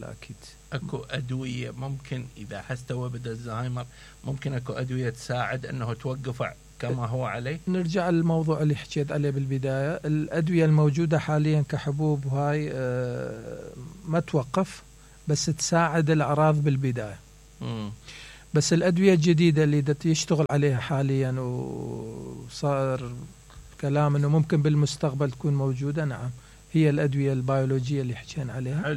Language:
Mesopotamian Arabic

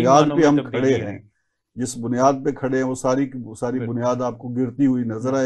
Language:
Urdu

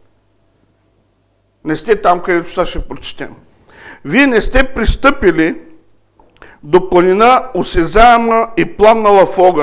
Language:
Bulgarian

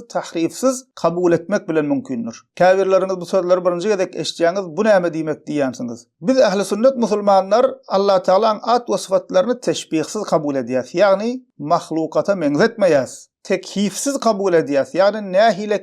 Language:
Turkmen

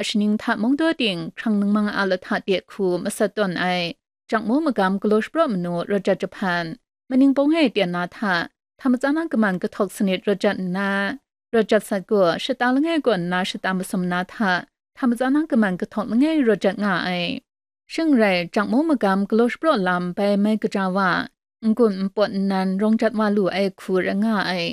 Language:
Kachin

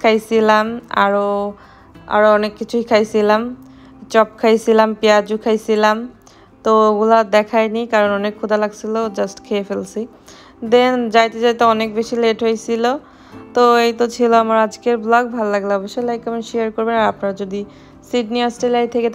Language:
Bangla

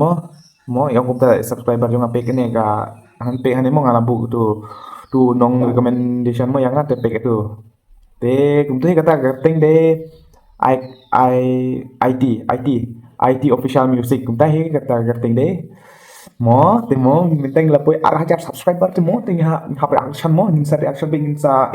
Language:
Khasi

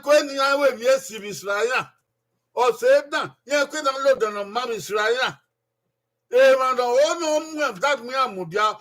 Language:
Bini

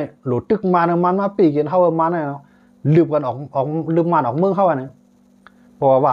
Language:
Shan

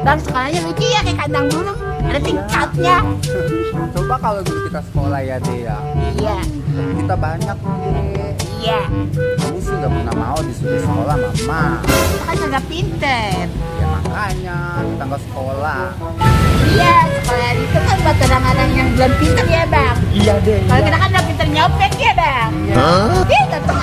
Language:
Betawi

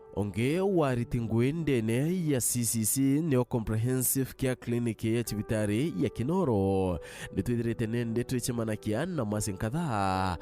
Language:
Meru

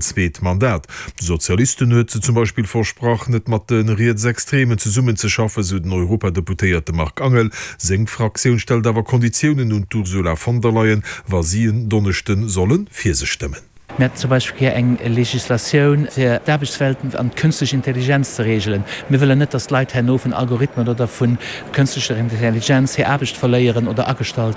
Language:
Luxembourgish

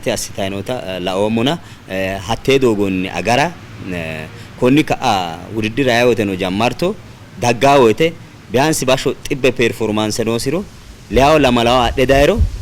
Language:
Sidamo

